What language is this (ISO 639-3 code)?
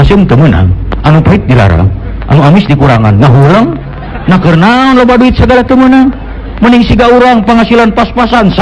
sun